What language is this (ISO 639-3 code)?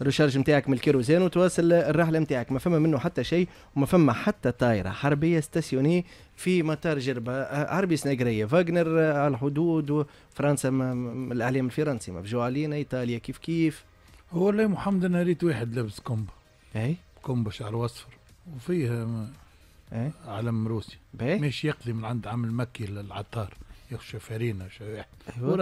aeb